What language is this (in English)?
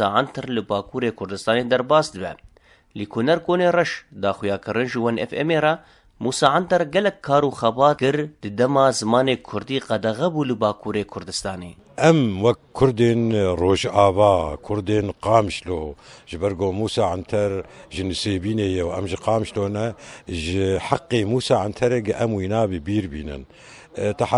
Kurdish